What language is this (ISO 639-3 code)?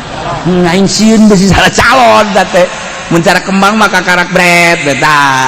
sun